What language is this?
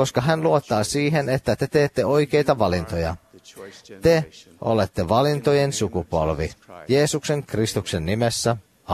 Finnish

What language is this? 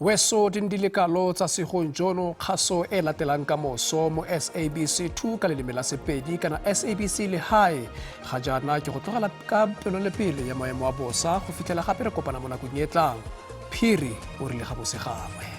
Tswana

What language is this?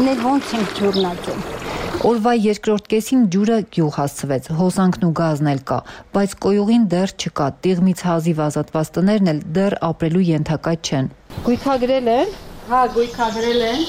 Armenian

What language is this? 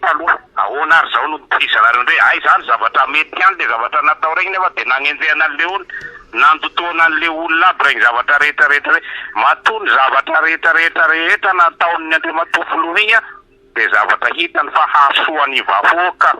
Malagasy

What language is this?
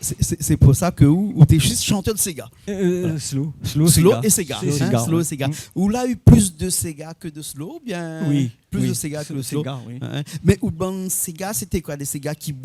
Réunion Creole French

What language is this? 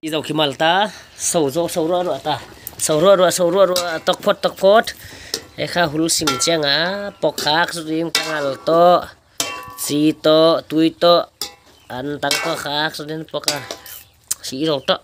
Paite Chin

